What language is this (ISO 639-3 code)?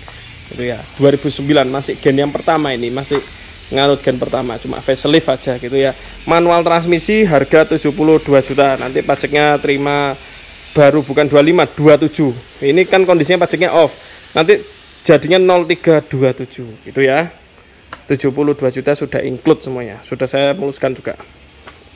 ind